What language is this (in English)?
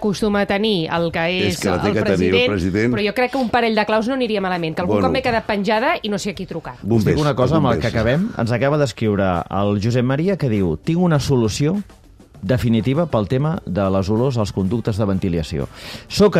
Catalan